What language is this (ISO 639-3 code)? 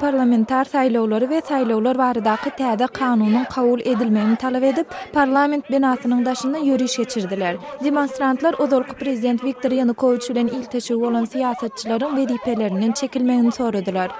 tuk